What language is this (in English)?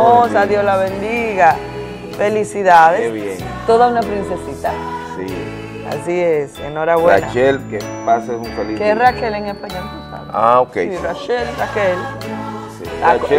Spanish